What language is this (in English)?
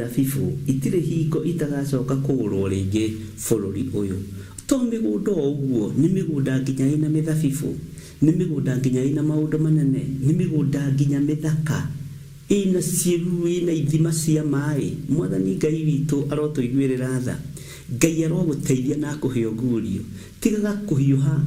Kikuyu